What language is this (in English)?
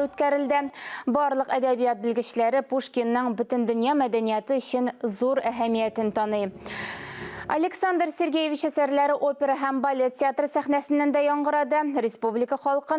Tatar